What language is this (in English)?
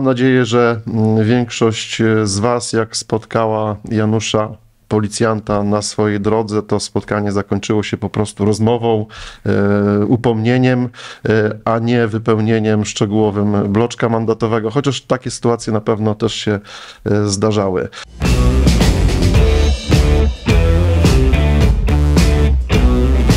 Polish